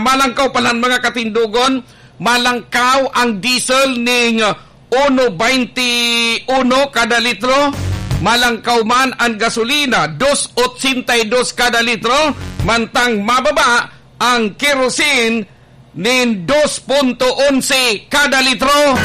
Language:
Bikol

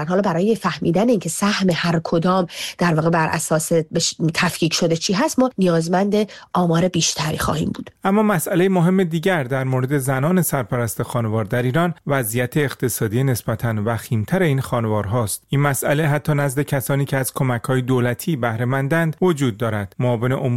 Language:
Persian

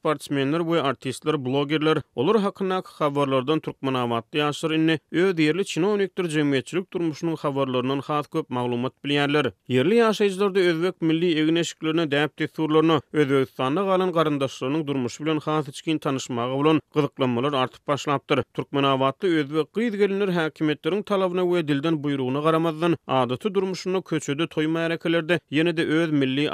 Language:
Turkmen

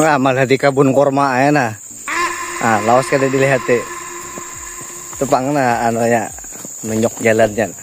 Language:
Banjar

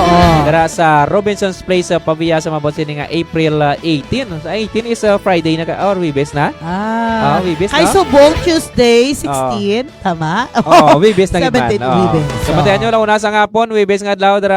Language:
Hiligaynon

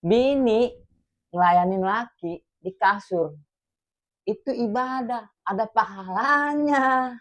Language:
Betawi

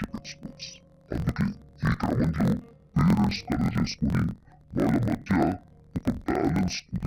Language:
Telugu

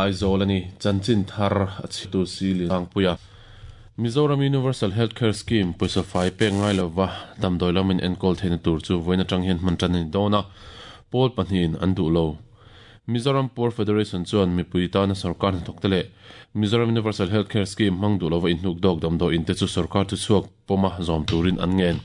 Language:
Mizo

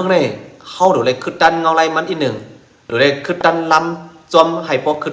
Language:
Shan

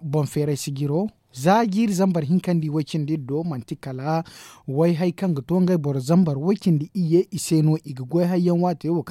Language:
Zarma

